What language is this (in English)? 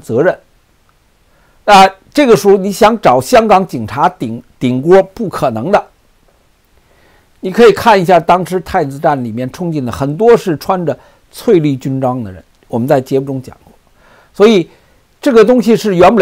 Chinese